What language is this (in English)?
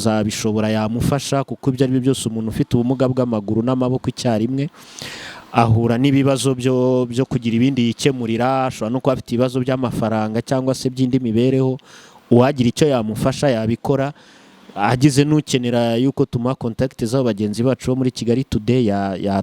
Kinyarwanda